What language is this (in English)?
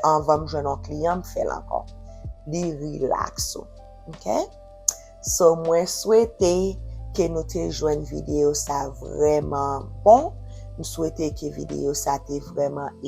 Haitian Creole